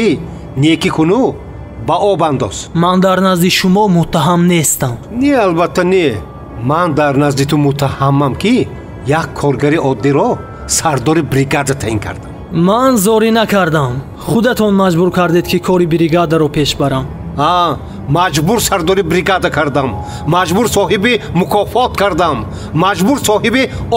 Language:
Tajik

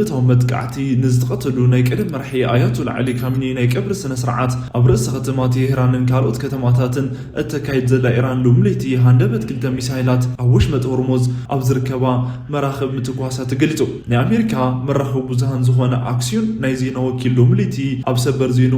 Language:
Tigrinya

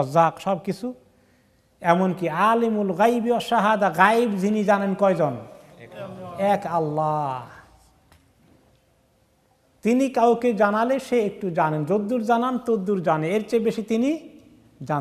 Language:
Bangla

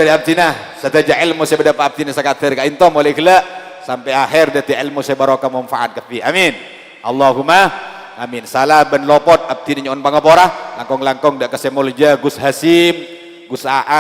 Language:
Madurese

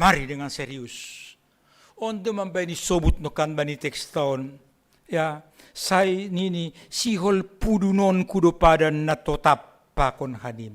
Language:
Batak Simalungun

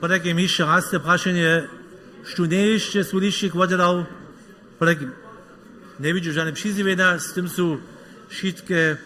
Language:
Upper Sorbian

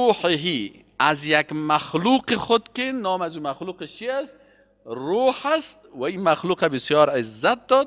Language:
Persian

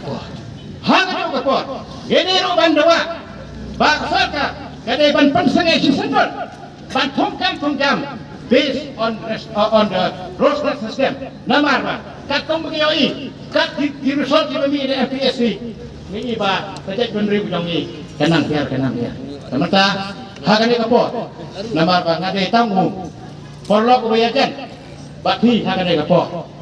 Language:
Khasi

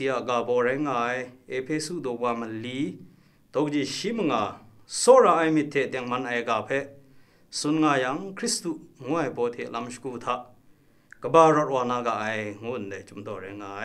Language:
Kachin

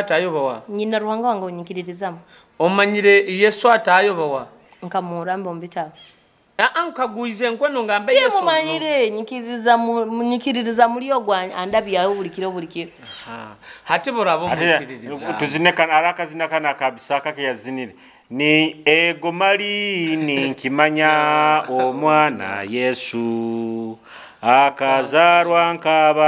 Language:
Nyoro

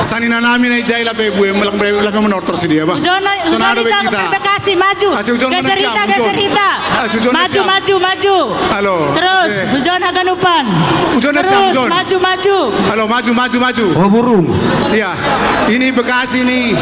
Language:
Batak Simalungun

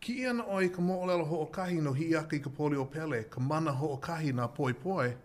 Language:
Hawaiian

